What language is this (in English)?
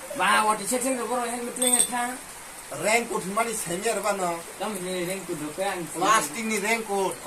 Kok Borok